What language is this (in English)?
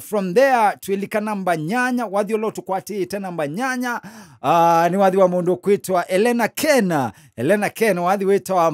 Kamba